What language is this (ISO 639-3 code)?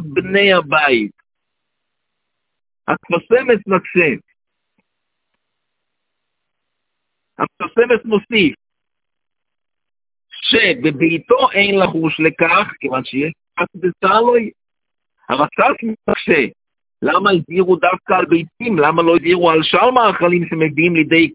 heb